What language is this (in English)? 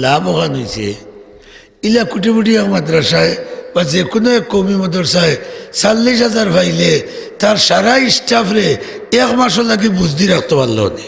Sylheti